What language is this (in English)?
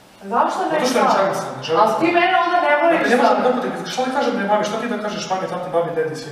Serbian